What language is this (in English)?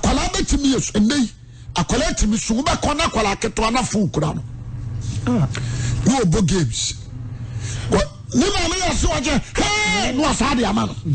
Akan